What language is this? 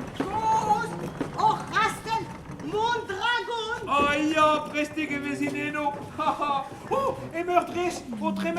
Breton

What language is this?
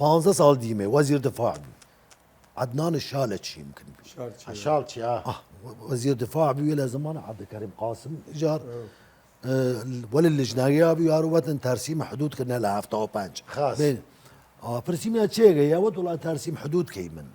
Southern Kurdish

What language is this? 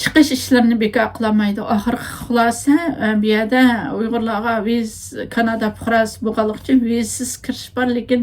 Uyghur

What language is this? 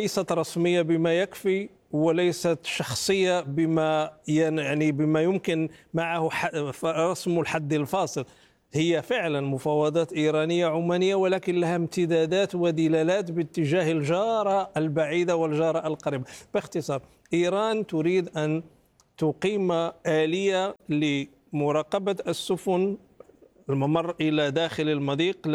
Arabic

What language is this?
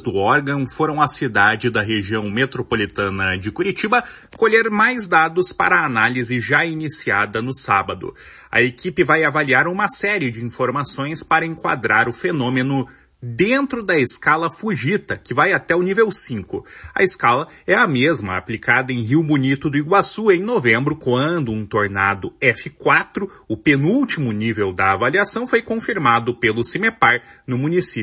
Portuguese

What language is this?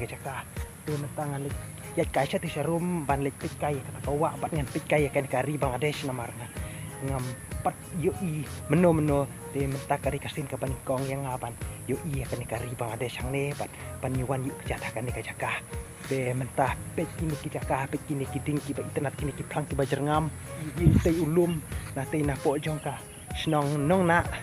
Khasi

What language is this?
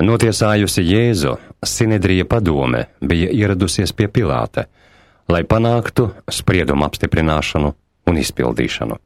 Latvian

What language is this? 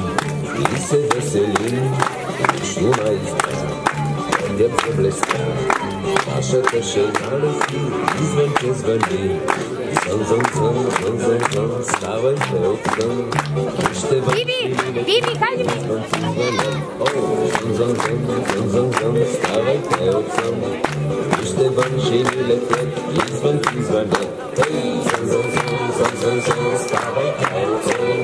Bulgarian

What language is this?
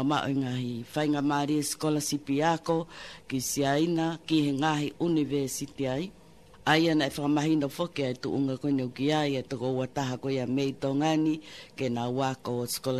Tongan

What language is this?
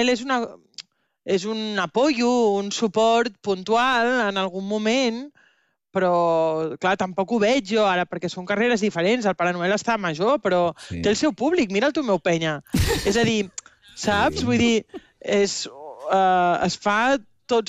Catalan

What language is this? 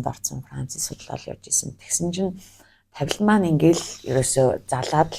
Mongolian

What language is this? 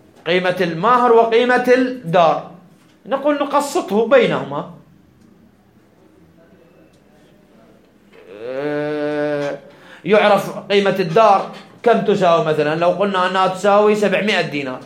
Arabic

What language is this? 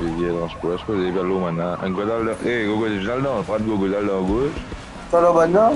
Morisyen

